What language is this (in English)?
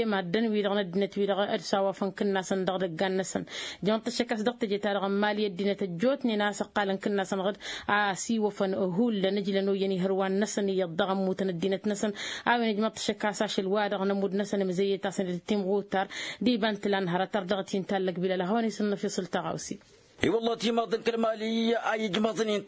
Tamasheq